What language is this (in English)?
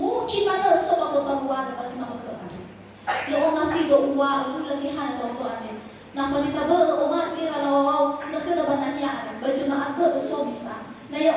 Nias